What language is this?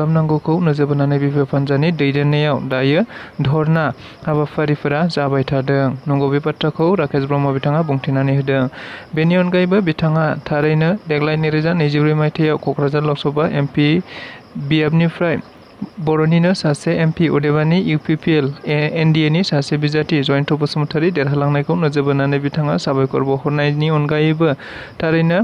Bodo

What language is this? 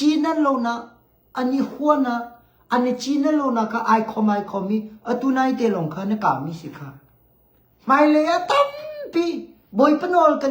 Hakha Chin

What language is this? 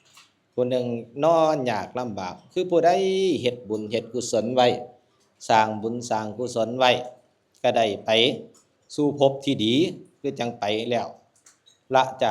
Northeastern Thai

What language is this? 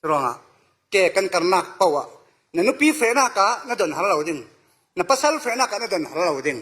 Falam Chin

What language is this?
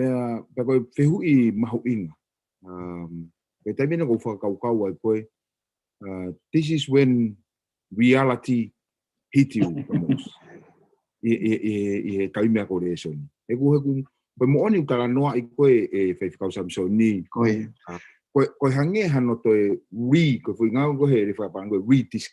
Tongan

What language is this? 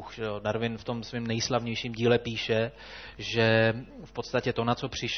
Czech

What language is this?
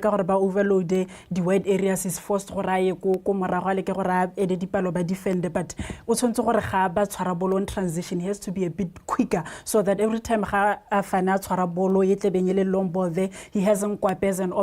Tswana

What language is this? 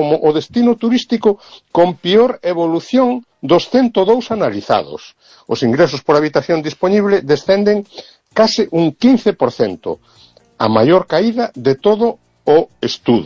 Galician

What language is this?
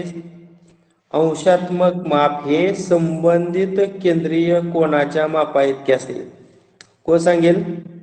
Marathi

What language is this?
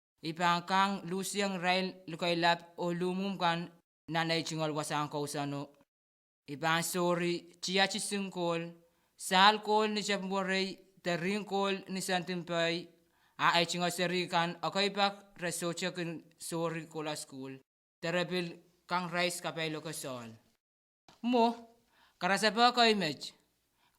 Pohnpeian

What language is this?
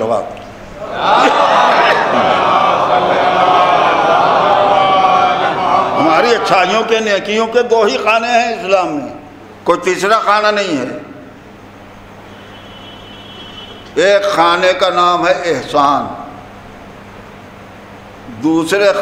Urdu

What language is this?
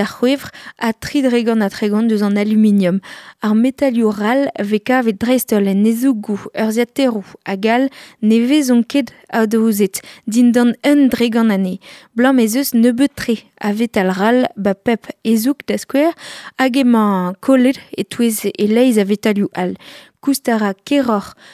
Breton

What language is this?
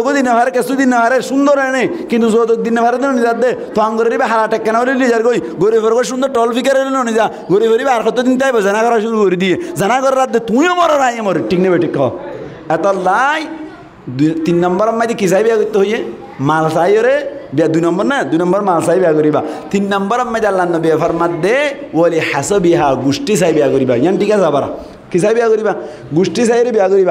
Rohingya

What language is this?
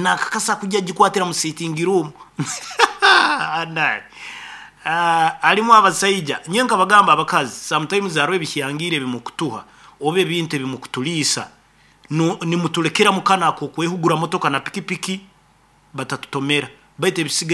Nyoro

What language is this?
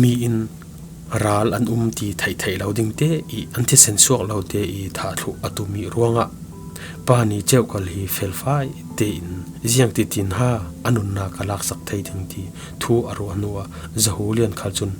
Falam Chin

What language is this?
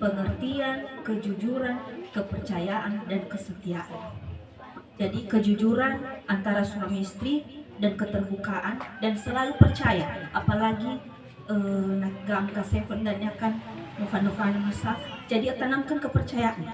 Nias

